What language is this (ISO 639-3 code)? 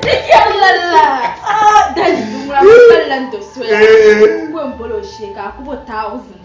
dag